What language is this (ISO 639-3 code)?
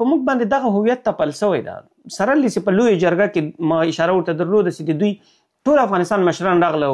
pus